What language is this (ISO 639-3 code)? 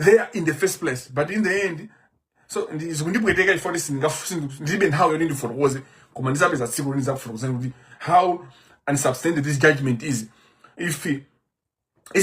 nya